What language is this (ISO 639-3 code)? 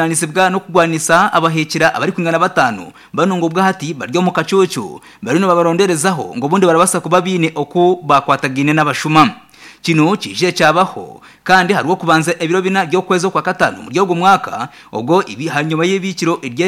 nyn